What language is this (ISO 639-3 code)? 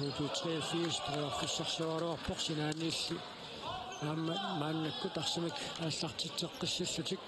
kal